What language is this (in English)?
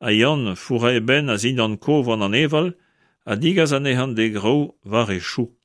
Breton